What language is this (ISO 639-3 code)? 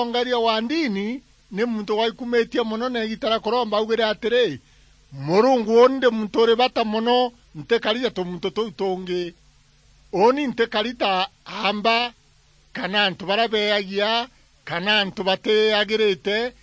mer